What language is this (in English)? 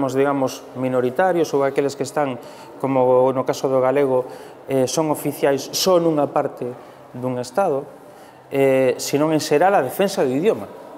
Galician